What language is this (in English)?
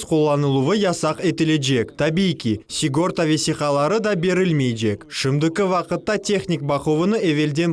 Crimean Tatar